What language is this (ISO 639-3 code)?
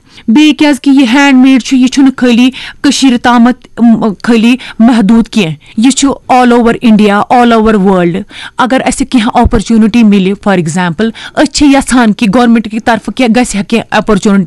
kas